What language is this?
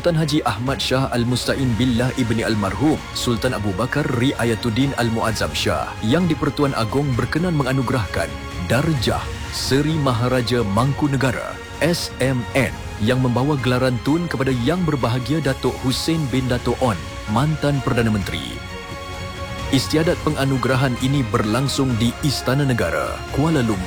Malay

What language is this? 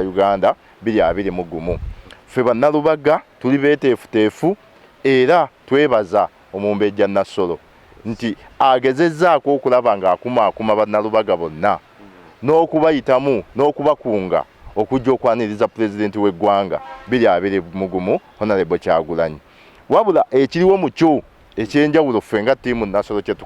Ganda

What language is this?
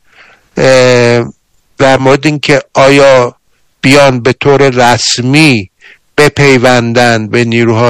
Persian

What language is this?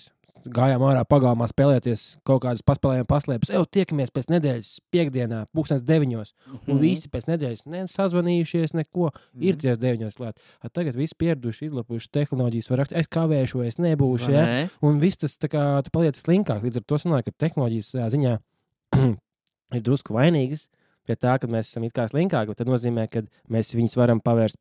Latvian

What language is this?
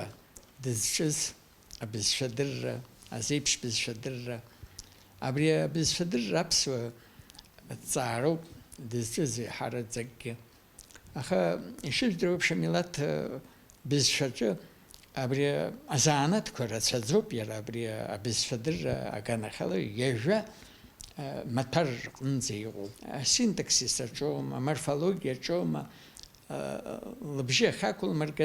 Abkhazian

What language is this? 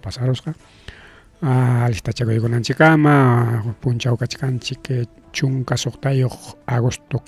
Ayacucho Quechua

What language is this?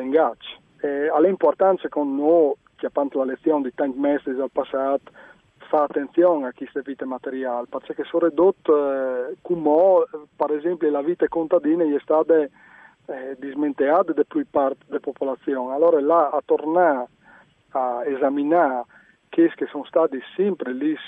Friulian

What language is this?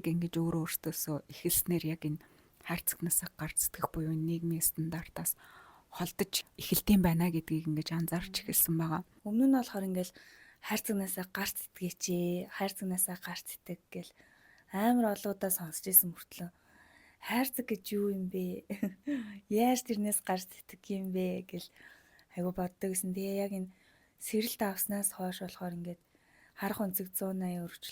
Mongolian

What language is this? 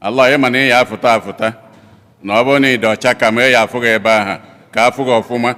Igbo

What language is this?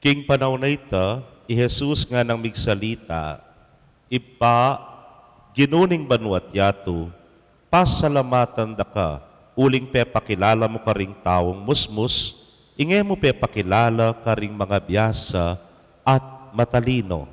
Pampanga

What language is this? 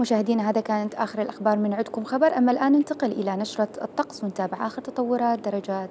Mesopotamian Arabic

